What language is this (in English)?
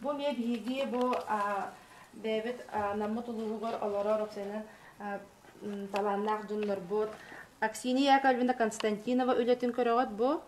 Yakut